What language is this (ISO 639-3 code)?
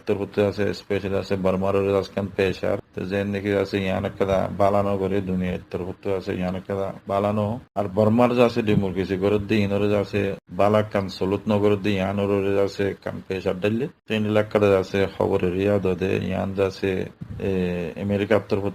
rhg